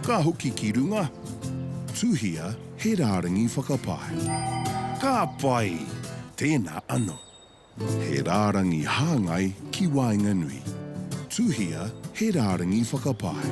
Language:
Māori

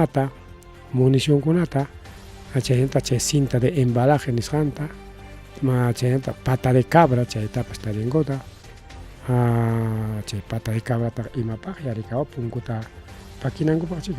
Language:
Ayacucho Quechua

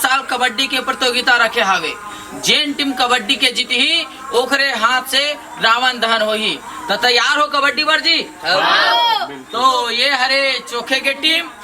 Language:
Chhattisgarhi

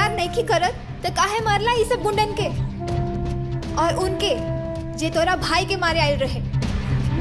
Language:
Bhojpuri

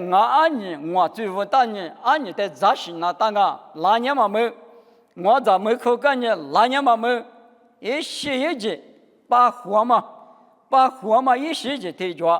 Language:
Lisu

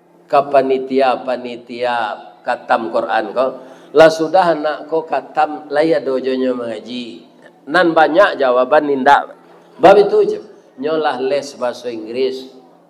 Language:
Minangkabau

